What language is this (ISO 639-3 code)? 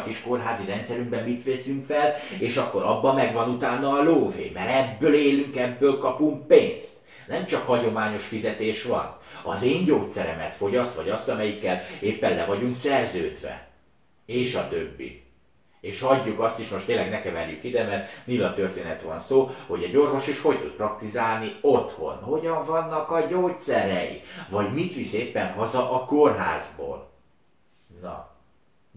hun